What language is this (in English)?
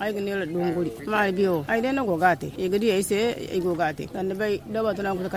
Zarma